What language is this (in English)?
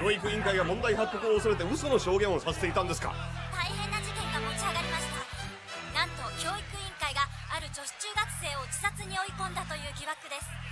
Japanese